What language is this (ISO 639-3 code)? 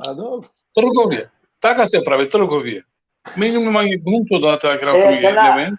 rmn